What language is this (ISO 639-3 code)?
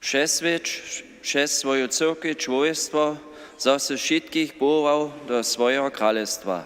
hsb